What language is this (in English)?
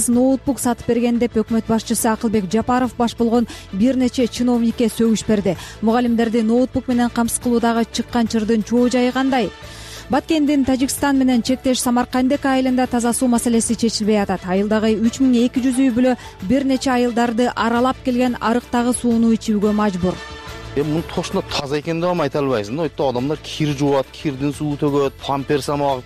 Kyrgyz